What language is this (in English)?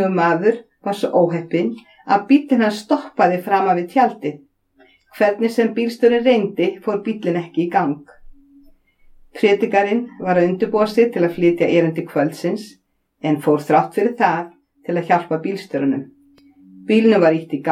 Icelandic